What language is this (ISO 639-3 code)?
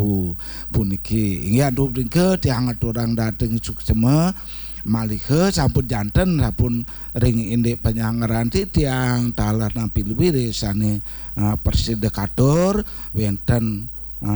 ban